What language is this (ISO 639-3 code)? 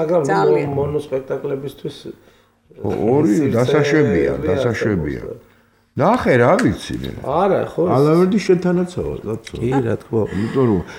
kat